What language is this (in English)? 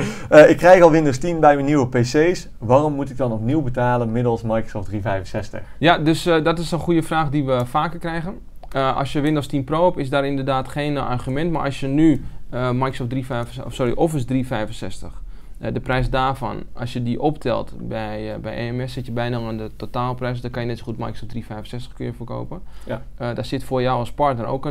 Dutch